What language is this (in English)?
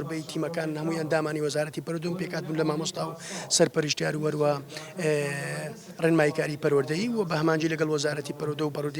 Central Kurdish